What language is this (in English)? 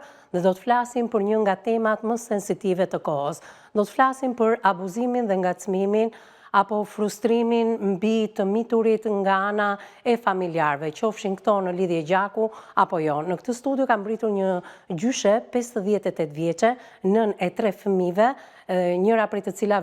Albanian